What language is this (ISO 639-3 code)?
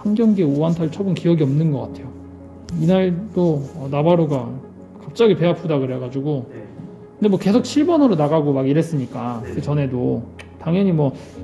kor